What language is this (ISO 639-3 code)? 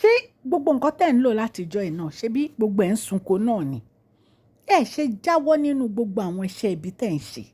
yor